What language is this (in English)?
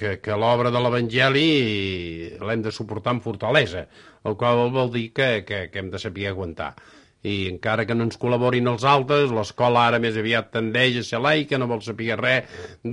Catalan